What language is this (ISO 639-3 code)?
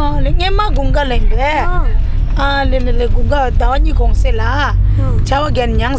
bod